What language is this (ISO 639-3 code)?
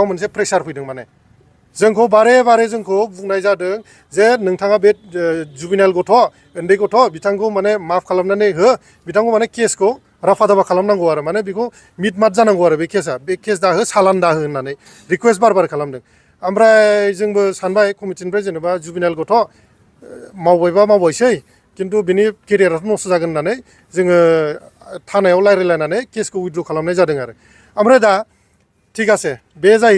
brx